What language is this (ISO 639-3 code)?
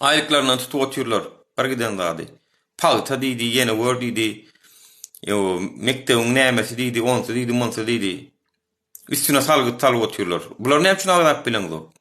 tuk